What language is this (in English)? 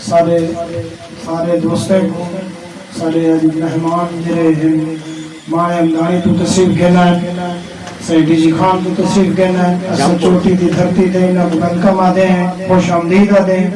Saraiki